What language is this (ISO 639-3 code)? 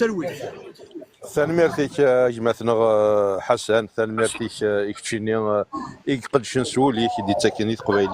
kab